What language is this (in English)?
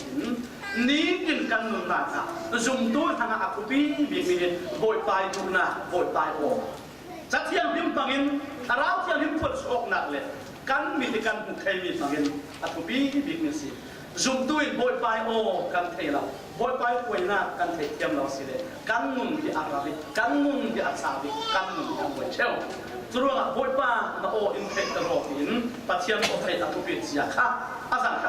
Falam Chin